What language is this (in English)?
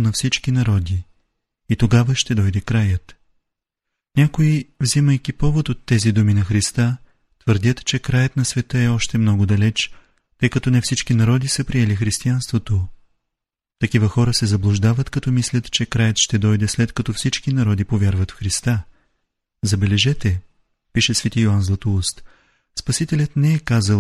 Bulgarian